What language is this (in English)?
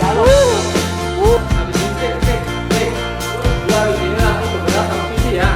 Betawi